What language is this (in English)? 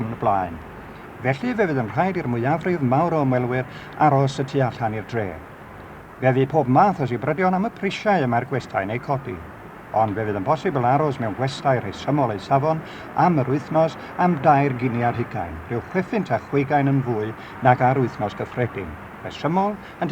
Welsh